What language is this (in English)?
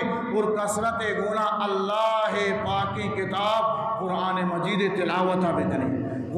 Eastern Balochi